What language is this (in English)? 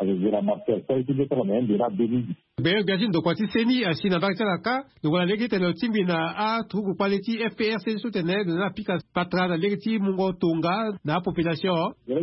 Sango